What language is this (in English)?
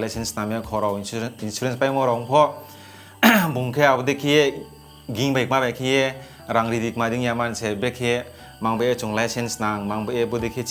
Riang (India)